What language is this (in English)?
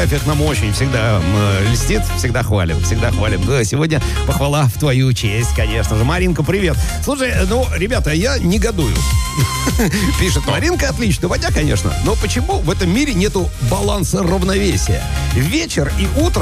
Russian